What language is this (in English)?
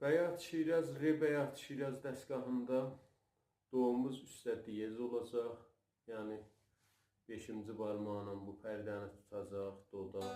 South Azerbaijani